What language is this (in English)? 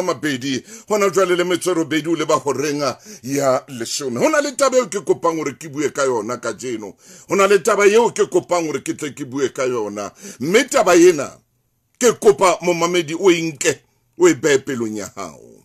Southern Sotho